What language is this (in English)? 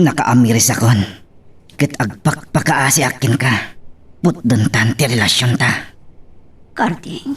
Iloko